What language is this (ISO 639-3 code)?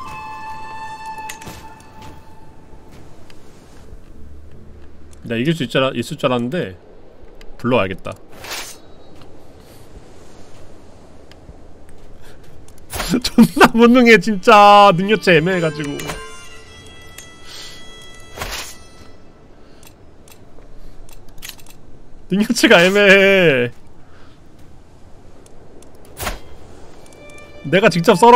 kor